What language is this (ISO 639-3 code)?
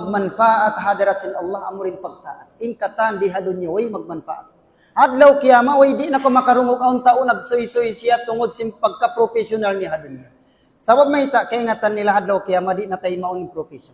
tsg